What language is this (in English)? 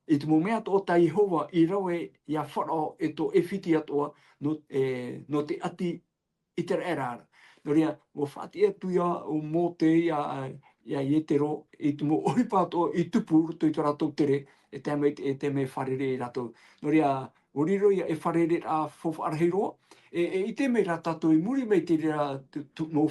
Tahitian